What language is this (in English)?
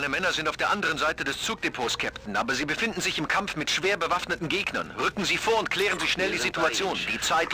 Bavarian